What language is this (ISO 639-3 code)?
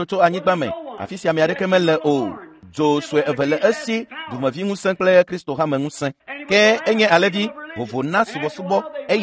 ewe